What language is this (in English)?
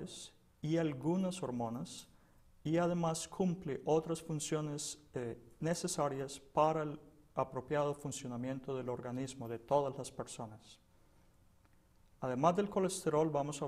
Spanish